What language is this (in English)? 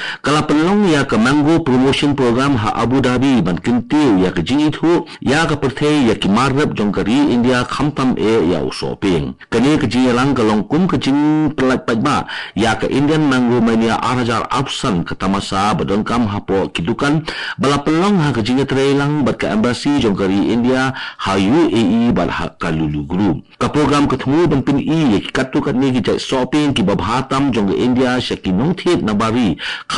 Khasi